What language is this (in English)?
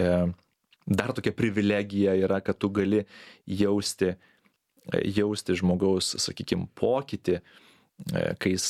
Lithuanian